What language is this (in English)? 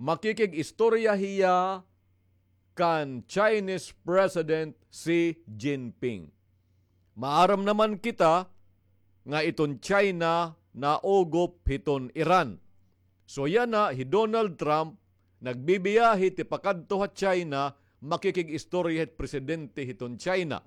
Waray